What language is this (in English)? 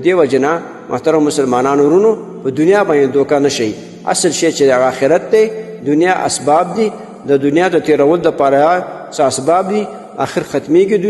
Pashto